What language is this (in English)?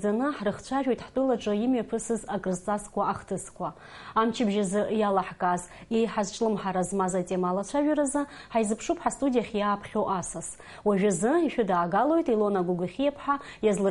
Abkhazian